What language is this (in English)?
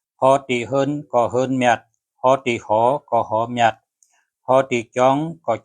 Shan